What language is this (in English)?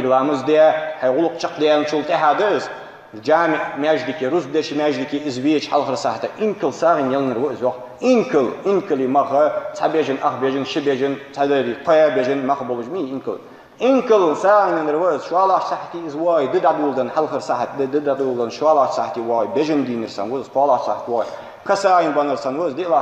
Ingush